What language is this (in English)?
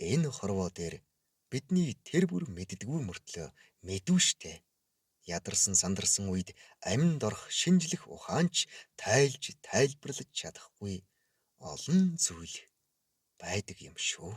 Mongolian